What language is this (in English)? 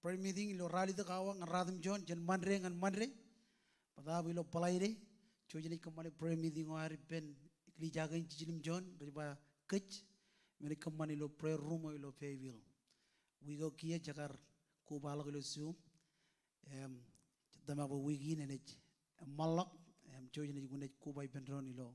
Marshallese